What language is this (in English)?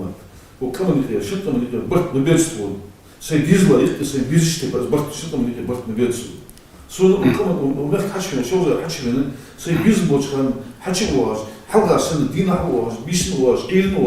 Chechen